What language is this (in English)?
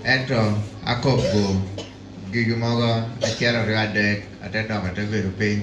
Lango (Uganda)